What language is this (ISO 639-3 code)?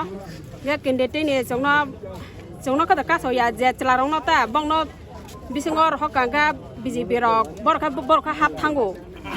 trp